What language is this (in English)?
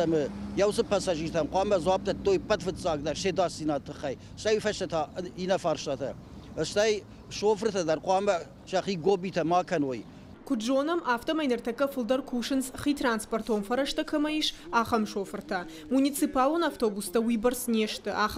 Ossetic